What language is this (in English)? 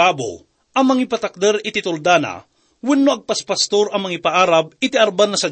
Iloko